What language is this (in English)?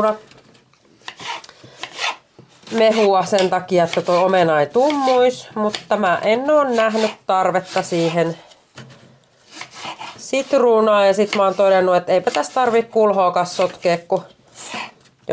Finnish